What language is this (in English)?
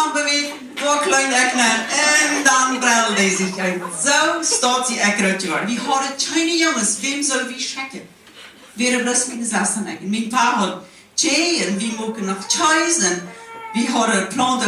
Plautdietsch